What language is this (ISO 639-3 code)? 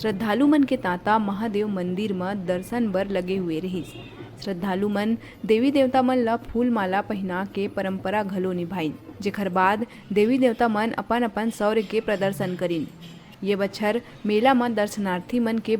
hne